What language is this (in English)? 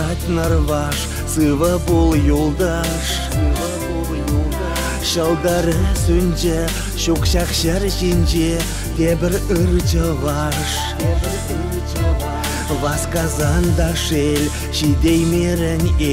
Chuvash